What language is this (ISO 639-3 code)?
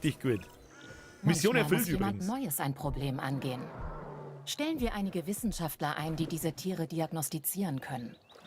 bar